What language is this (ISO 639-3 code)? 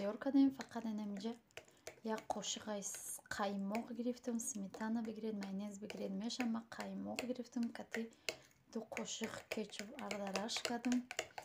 tgk